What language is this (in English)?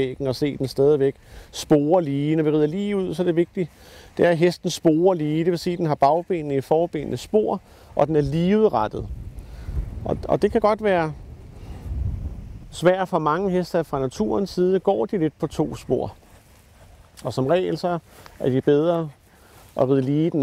Danish